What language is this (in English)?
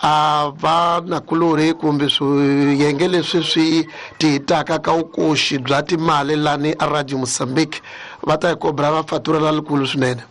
Tsonga